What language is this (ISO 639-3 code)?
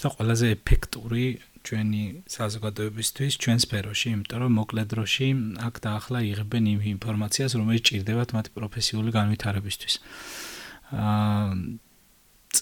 kat